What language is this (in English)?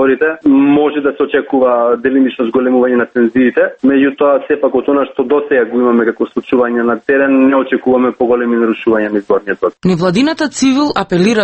Macedonian